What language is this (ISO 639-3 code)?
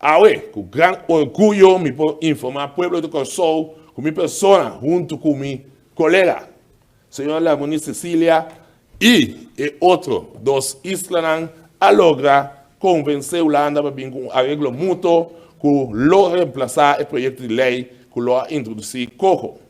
pap